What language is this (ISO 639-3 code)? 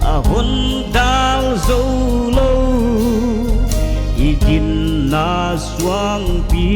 pck